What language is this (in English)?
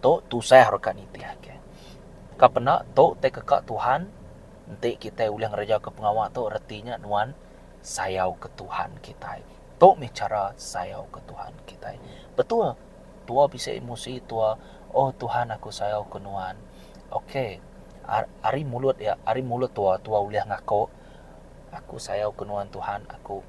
Iban